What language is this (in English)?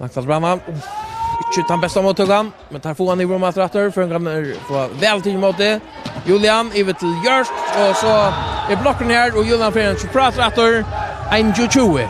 Faroese